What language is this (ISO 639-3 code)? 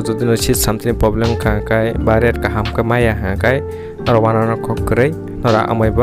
trp